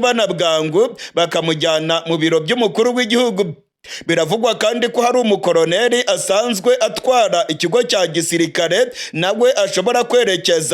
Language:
Rundi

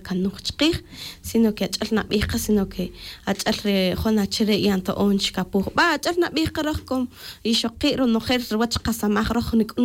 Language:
Tz'utujil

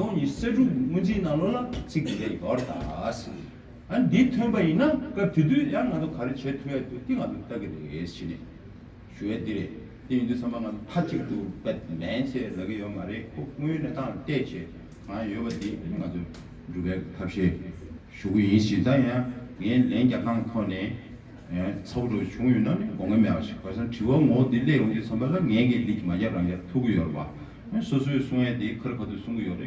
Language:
Tibetan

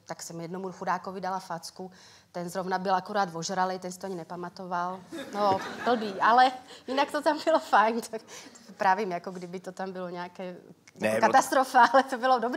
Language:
Czech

